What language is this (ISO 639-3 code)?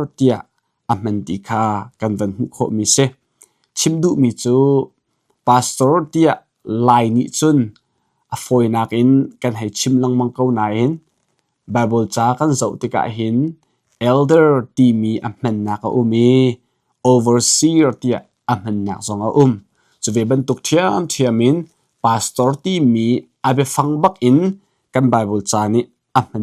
cnh